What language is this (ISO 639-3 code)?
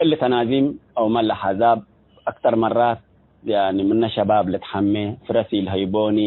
tig